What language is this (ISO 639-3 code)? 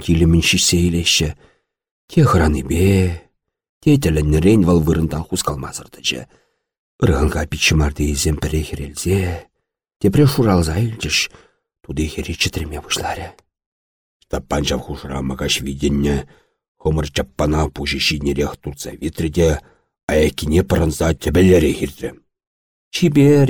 chv